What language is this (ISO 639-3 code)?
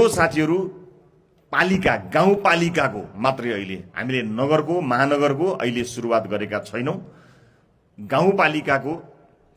nep